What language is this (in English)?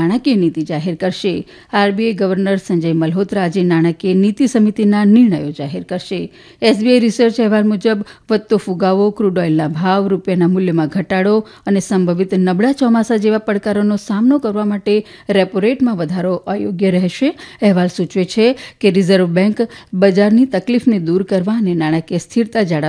Gujarati